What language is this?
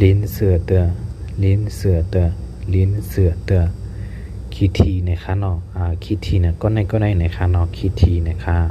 Shan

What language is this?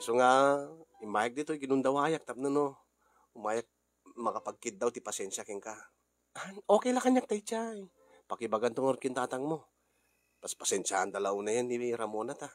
Iloko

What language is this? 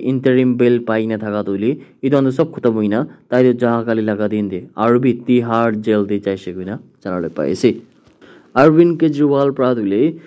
Naga Pidgin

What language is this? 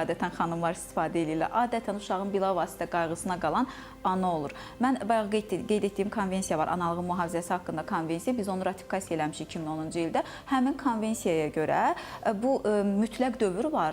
Azerbaijani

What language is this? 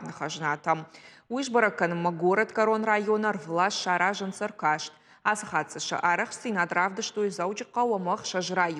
Ossetic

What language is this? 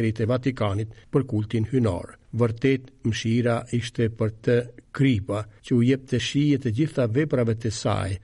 Albanian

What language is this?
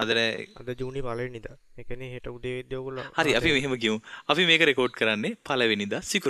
Sinhala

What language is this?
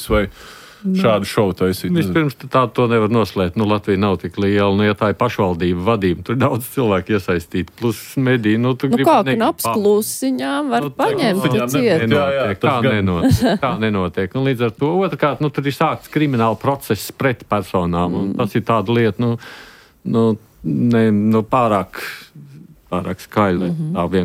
Latvian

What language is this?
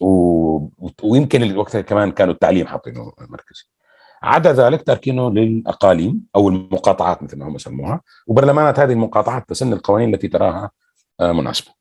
North Levantine Arabic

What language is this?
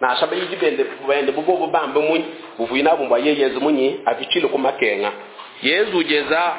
Luba-Lulua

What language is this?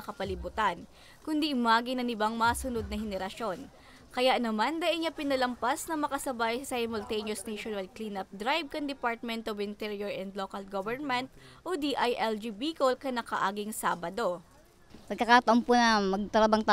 Bikol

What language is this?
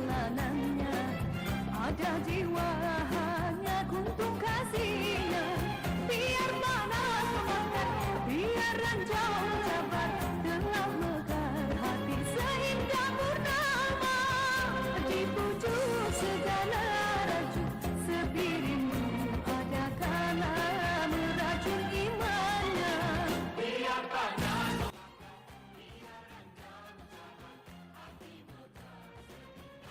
Betawi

